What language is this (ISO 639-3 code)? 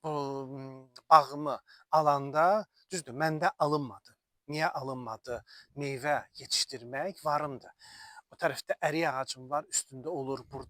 aze